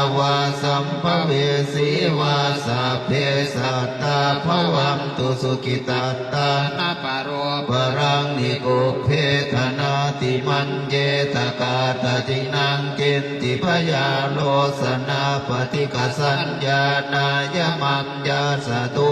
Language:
Pali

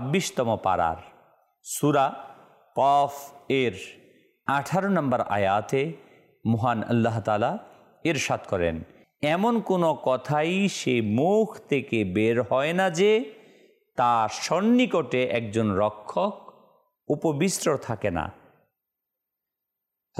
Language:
Bangla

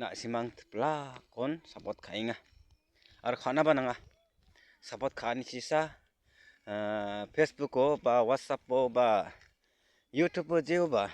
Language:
Garo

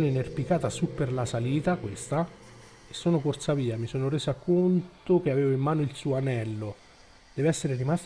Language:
Italian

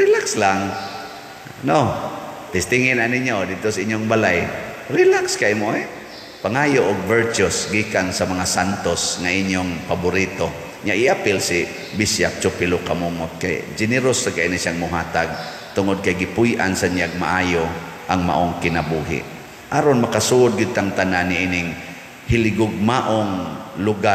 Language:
Cebuano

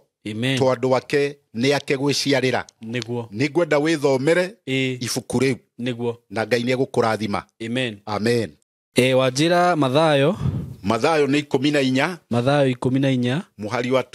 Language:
Kikuyu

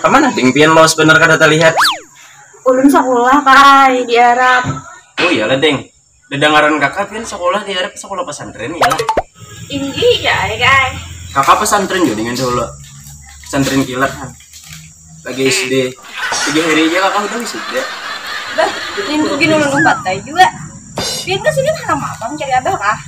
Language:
Banjar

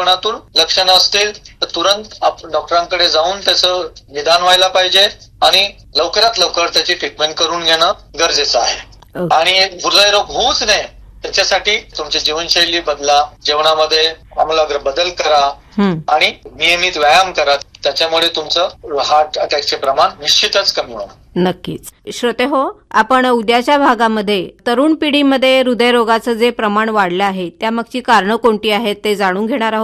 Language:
Marathi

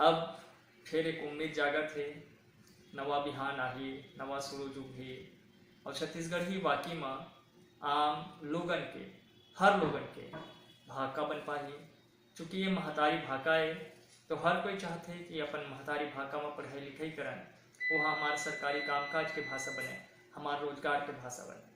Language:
Chhattisgarhi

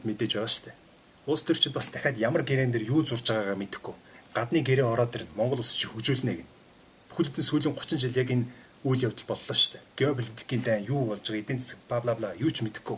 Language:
Mongolian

